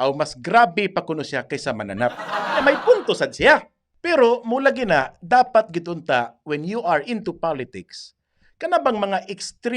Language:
Cebuano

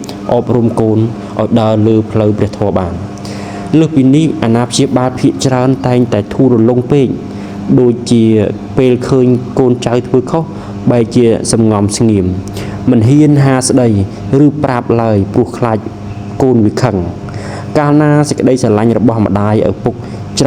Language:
Khmer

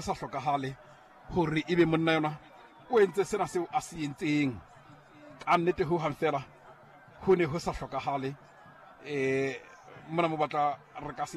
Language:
Southern Sotho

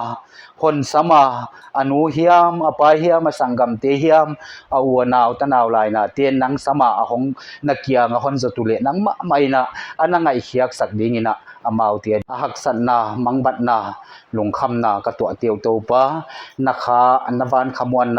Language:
Paite Chin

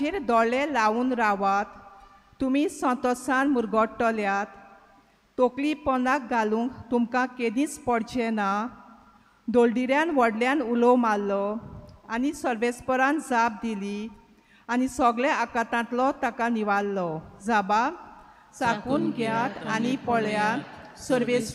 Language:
Konkani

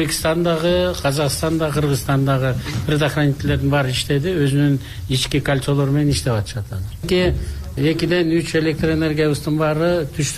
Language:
Kyrgyz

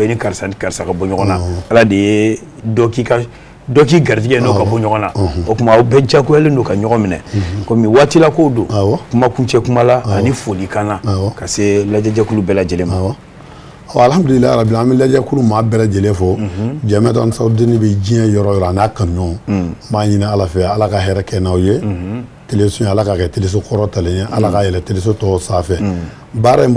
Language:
Bambara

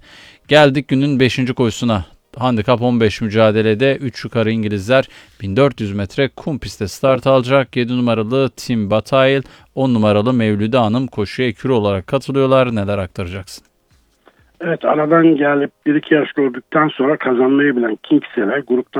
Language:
Turkish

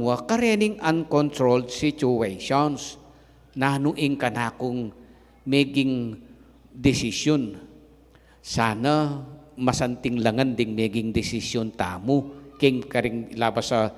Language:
Pampanga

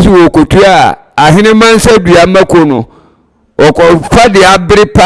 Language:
Akan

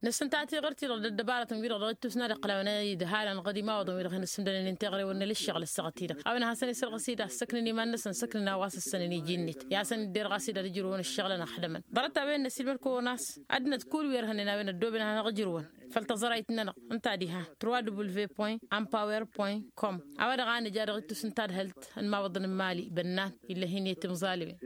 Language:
Tamasheq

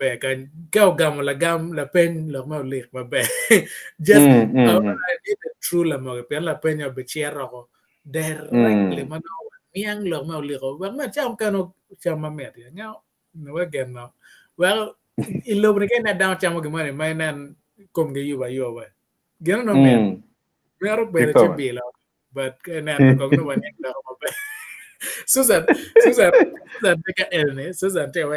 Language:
Acoli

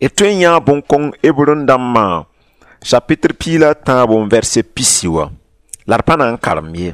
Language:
Mossi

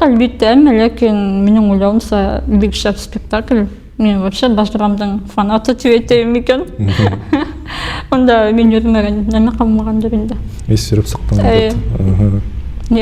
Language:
Bashkir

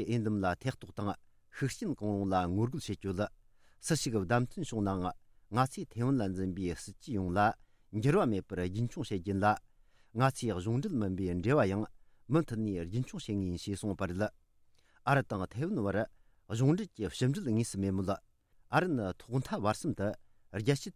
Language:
Tibetan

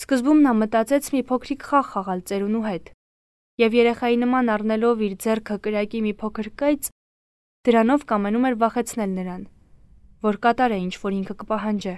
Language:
Armenian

